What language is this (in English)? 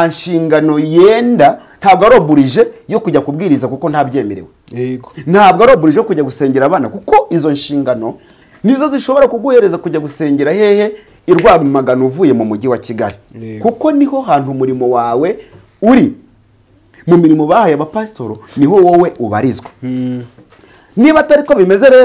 Kinyarwanda